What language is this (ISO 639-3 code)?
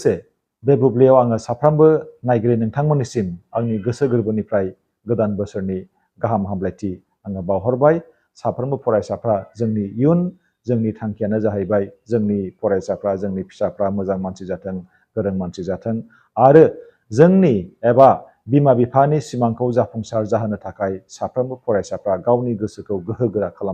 brx